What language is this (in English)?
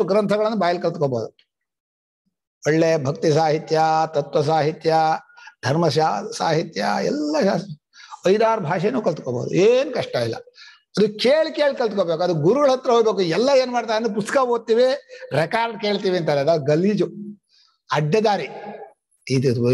Kannada